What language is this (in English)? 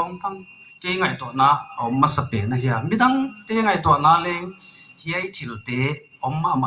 Paite Chin